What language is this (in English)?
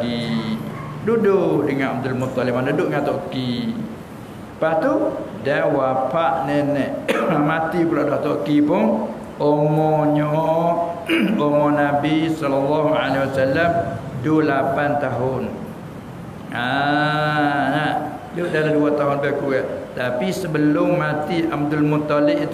Malay